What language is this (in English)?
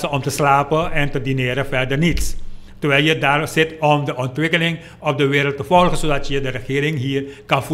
Dutch